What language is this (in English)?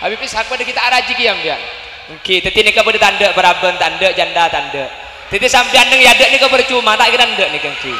Madurese